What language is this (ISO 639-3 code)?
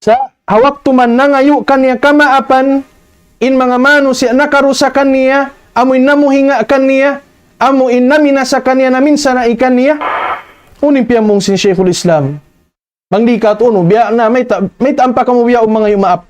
tsg